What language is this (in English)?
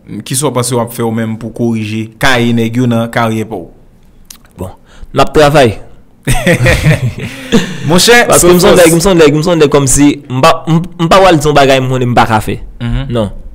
Haitian Creole